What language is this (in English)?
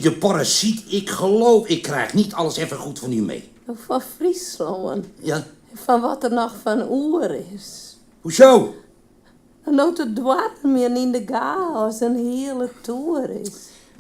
Western Frisian